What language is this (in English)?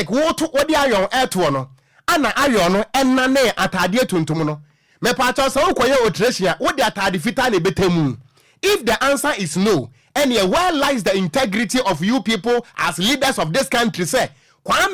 Akan